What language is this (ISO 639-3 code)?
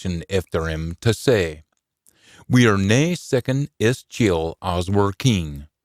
sco